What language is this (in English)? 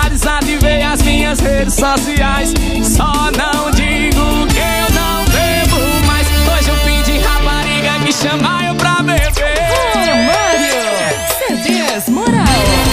Portuguese